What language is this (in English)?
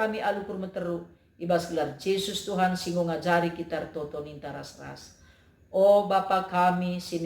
Batak Karo